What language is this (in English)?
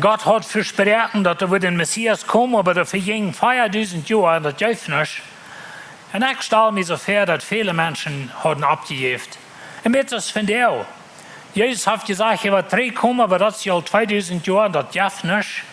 Plautdietsch